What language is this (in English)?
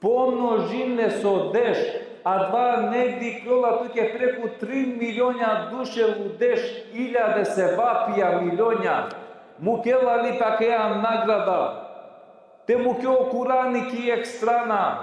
Balkan Romani